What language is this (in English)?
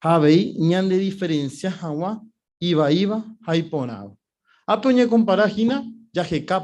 Guarani